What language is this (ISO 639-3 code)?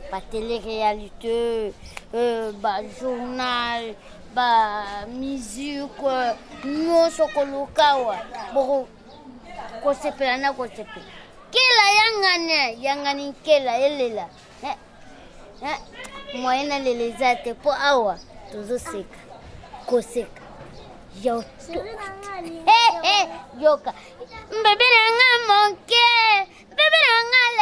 lin